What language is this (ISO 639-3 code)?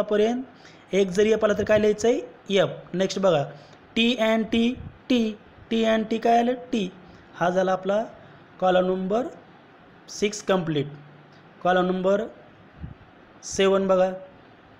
mar